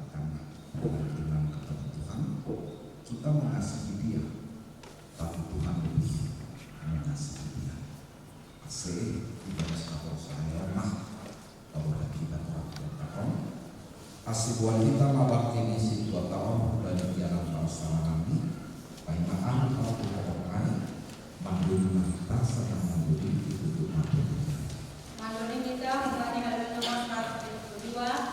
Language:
Batak Simalungun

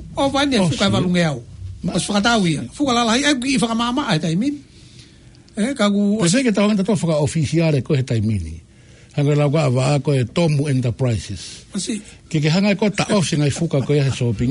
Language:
Tongan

